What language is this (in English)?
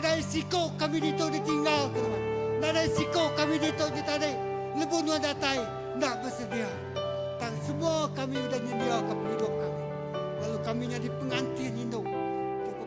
Iban